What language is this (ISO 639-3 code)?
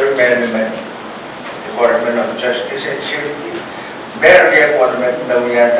pon